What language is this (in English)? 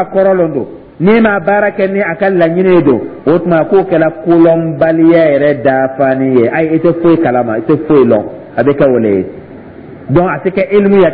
Dyula